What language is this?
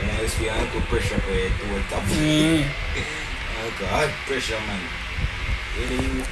Jamaican Creole English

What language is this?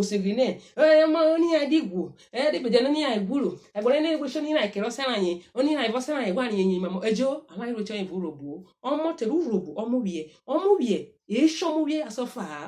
Urhobo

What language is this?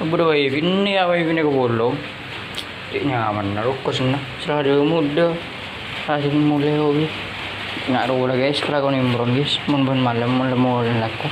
Madurese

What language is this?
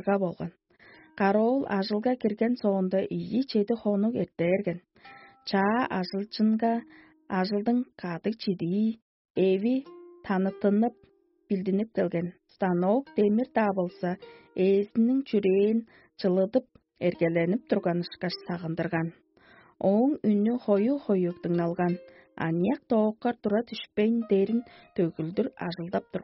Tuvinian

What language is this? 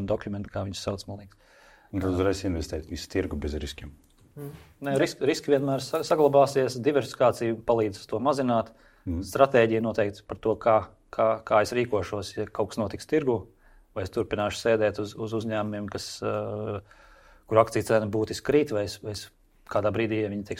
Latvian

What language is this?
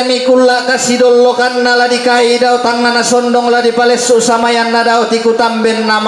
Toraja-Sa'dan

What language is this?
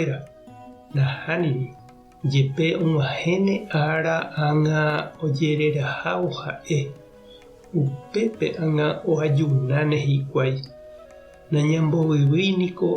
Guarani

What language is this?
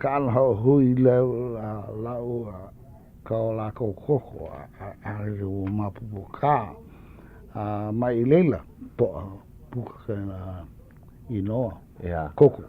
Hawaiian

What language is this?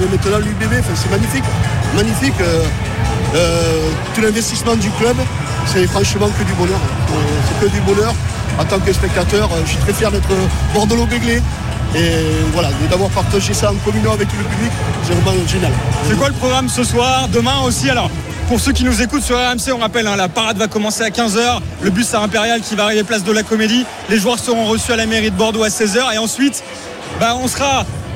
French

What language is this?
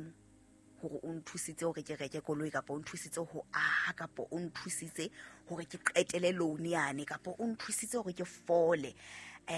Southern Sotho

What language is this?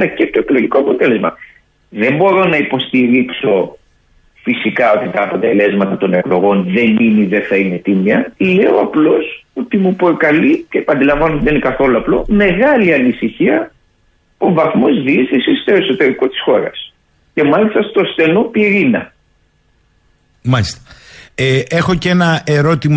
Greek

